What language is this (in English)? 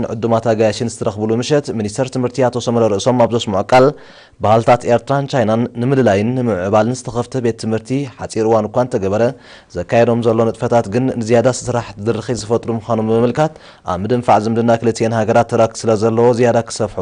Tigrinya